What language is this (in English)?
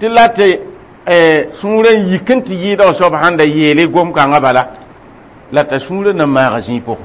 Mossi